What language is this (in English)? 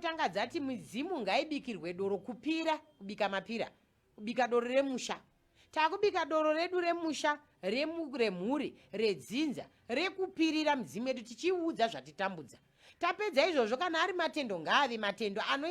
Shona